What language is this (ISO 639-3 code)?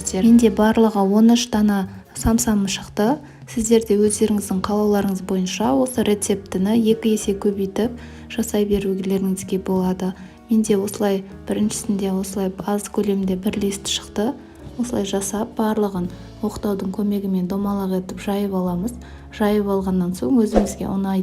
kaz